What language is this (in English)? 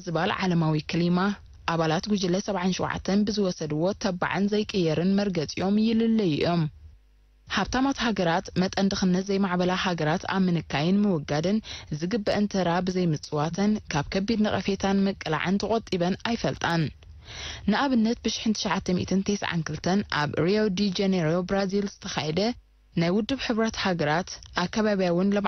Tigrinya